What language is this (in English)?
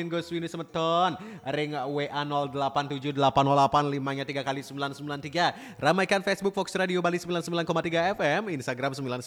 Balinese